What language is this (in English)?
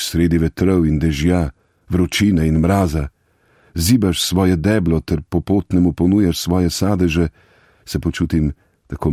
Slovenian